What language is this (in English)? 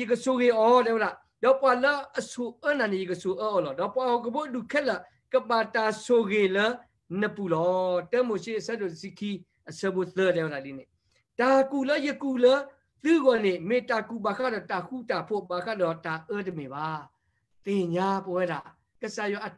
S'gaw Karen